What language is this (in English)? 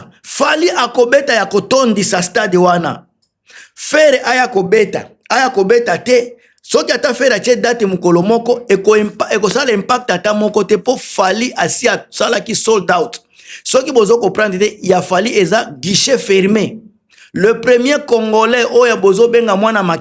Lingala